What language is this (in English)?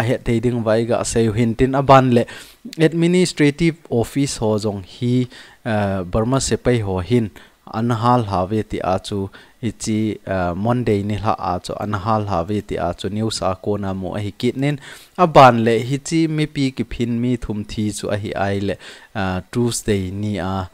Thado Chin